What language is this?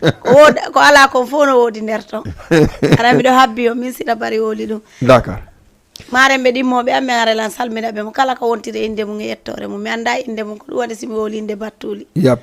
Fula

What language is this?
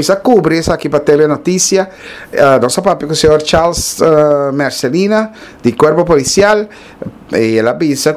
Papiamento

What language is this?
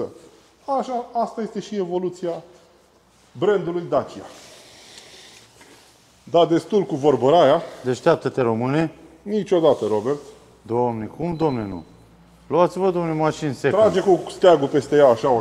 Romanian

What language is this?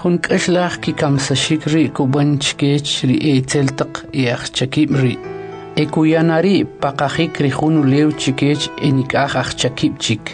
Kʼicheʼ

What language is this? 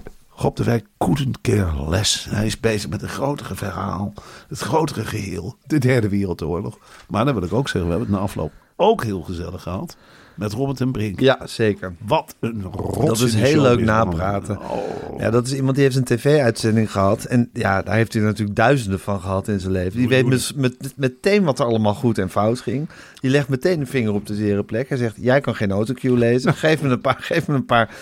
Dutch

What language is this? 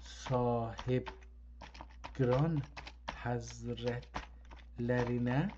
South Azerbaijani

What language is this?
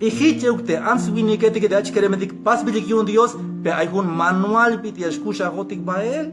Tzeltal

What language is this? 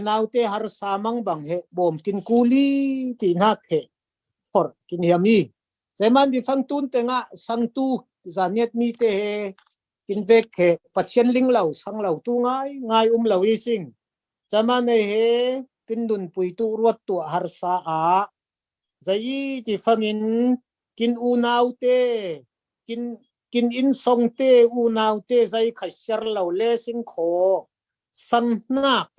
Falam Chin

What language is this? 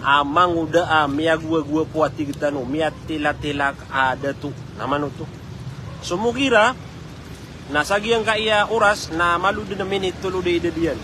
Maranao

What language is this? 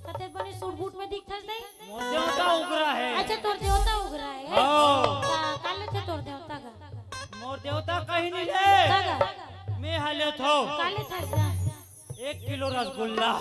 Chhattisgarhi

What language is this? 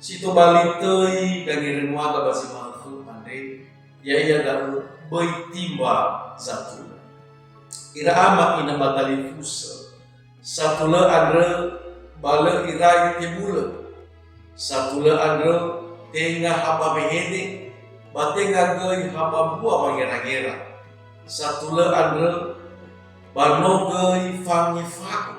Nias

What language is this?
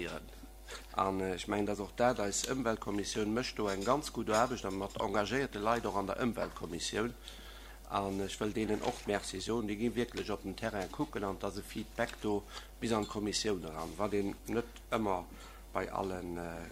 Luxembourgish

